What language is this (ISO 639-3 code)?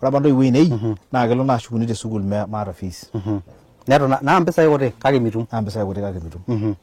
mas